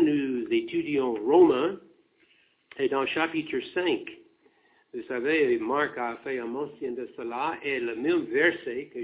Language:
French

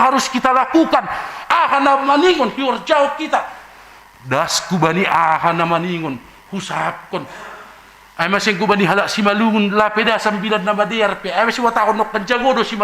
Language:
Batak Simalungun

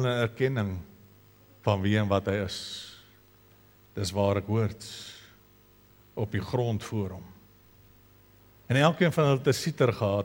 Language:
Afrikaans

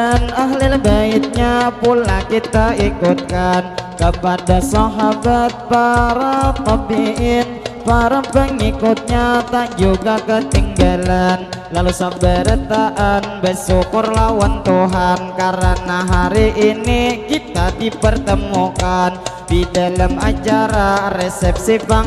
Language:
Banjar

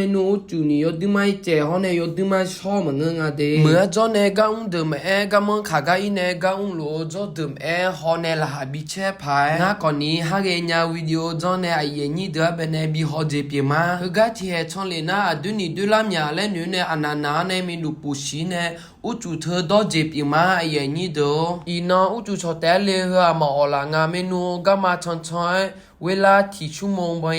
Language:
Akha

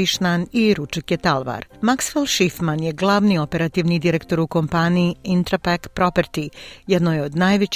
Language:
Croatian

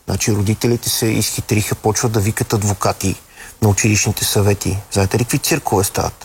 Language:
Bulgarian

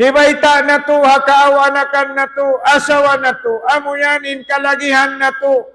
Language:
Tausug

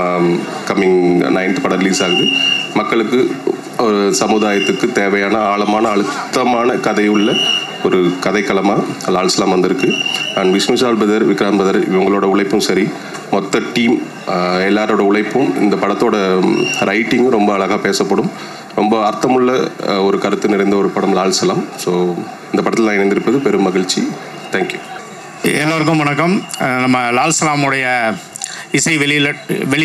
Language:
Tamil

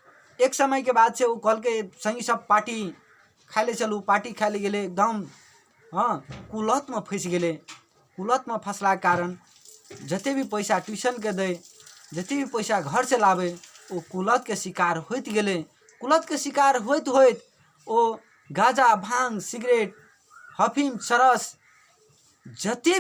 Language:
Maithili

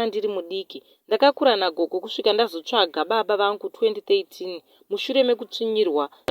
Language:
Shona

